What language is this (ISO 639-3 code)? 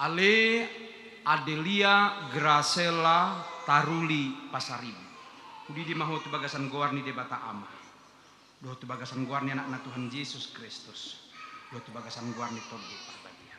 bbc